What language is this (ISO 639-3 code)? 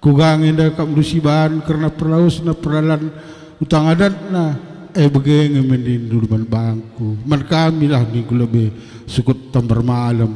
btx